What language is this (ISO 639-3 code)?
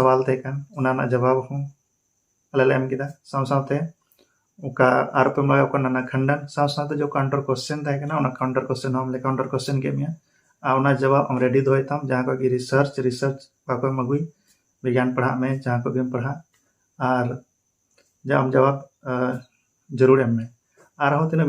sat